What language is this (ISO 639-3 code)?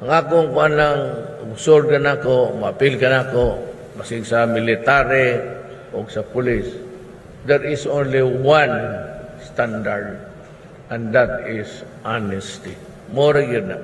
ceb